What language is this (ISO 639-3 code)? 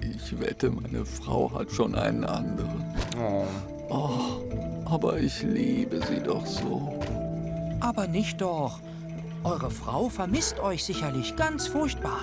gsw